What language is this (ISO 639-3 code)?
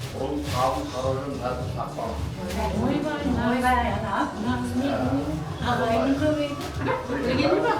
kaa